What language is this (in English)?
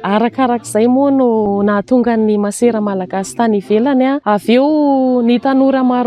Malagasy